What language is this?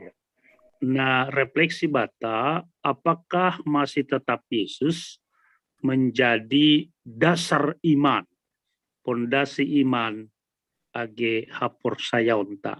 Batak Simalungun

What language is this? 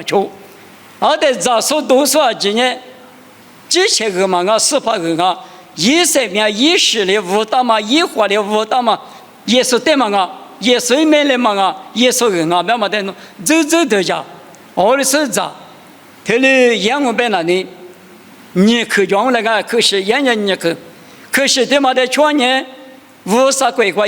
Lisu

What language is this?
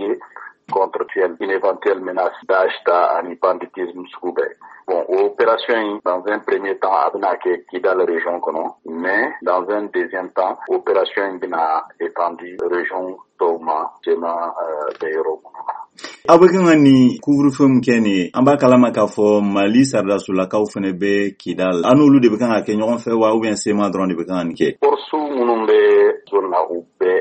Bambara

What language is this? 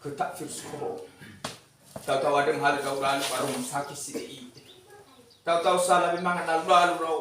Nias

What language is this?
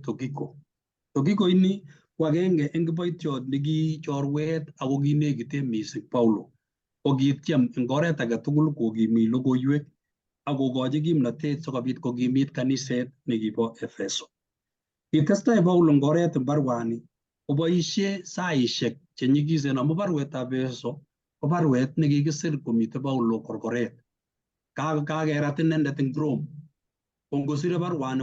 Kalenjin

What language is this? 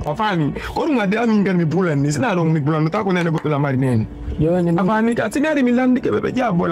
Fula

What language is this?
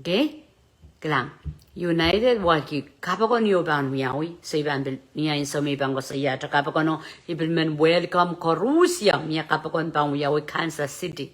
Pohnpeian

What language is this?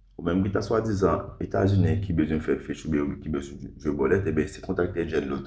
Haitian Creole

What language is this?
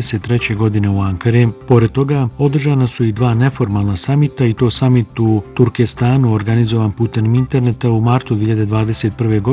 Bosnian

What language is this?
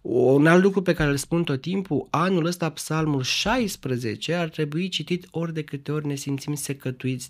Romanian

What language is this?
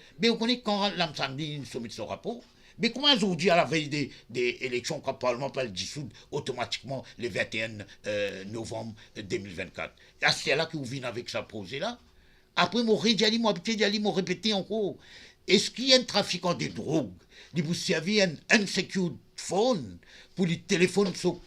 Morisyen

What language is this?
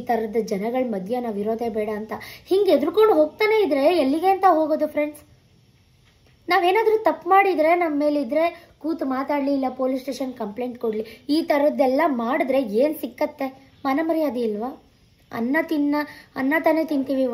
Kannada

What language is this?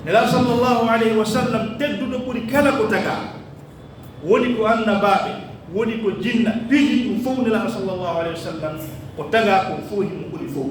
Pular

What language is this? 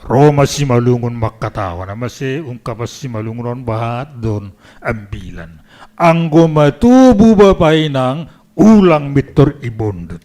Batak Simalungun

